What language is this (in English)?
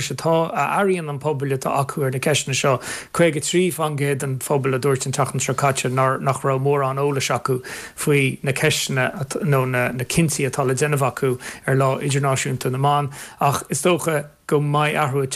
Irish